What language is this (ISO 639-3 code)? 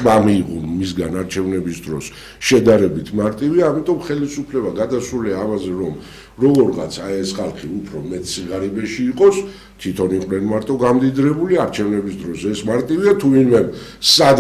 kat